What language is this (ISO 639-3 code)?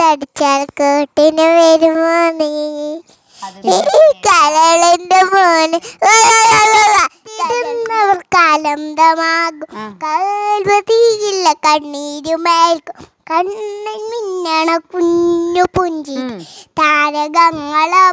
mal